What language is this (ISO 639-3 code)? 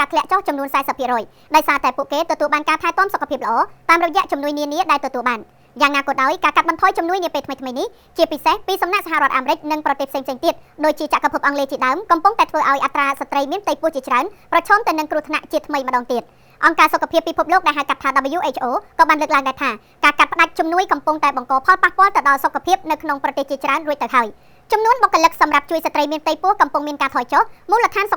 khm